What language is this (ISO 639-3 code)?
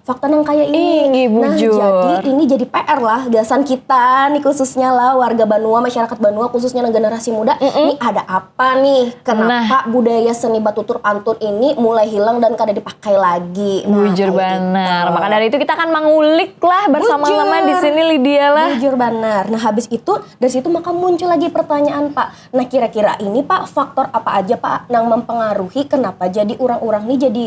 bjn